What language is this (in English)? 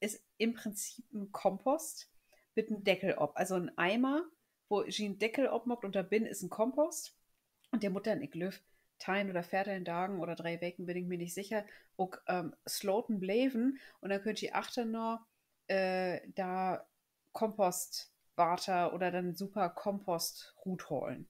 Low German